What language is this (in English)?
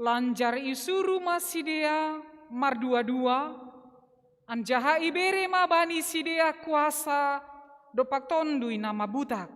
Batak Simalungun